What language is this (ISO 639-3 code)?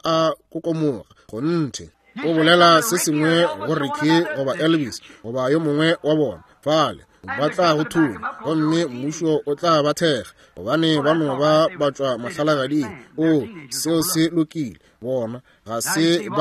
nso